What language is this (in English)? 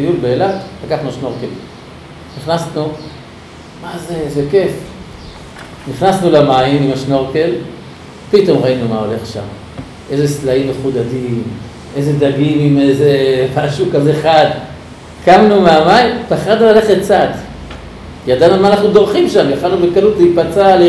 Hebrew